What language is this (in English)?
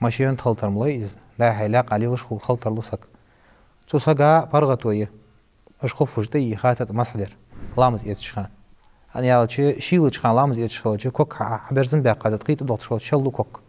Ingush